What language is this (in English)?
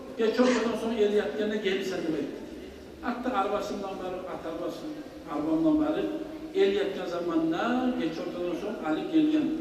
Kumyk